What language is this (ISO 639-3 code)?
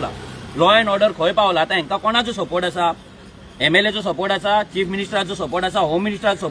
kok